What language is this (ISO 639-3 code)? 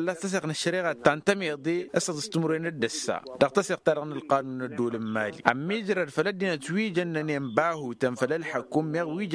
taq